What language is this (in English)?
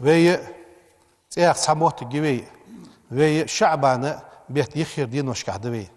Ingush